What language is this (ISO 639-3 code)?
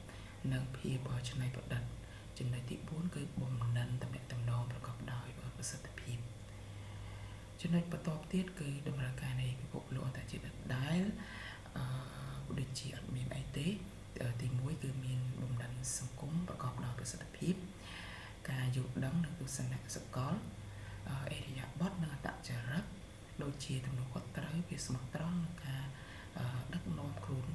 khm